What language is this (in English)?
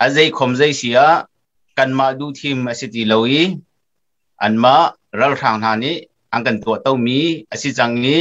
Hakha Chin